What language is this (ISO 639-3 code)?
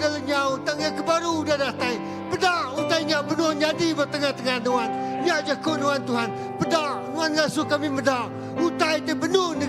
iba